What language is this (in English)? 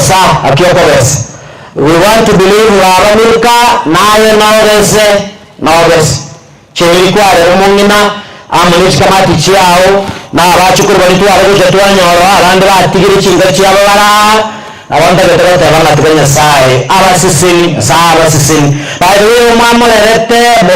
Gusii